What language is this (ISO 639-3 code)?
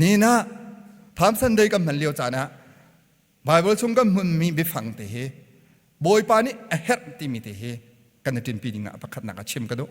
cnh